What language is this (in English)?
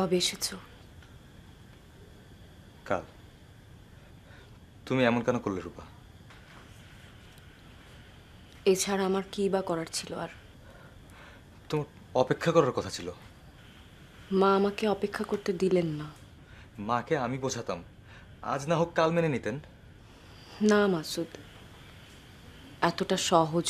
Bangla